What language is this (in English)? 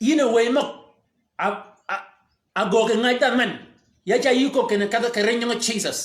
Shilluk